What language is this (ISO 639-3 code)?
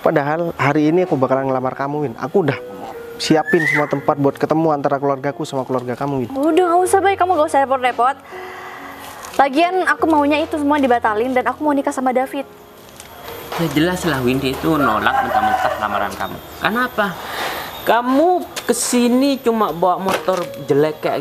ind